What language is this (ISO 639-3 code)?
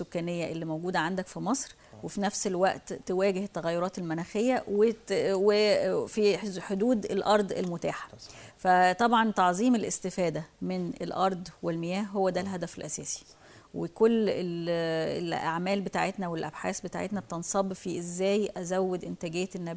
arz